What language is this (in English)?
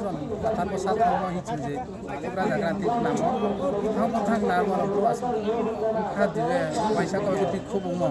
Riang (India)